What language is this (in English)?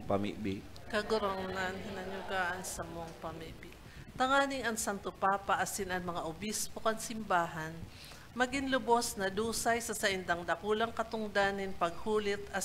Bikol